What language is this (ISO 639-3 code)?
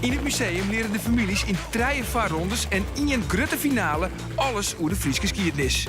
fry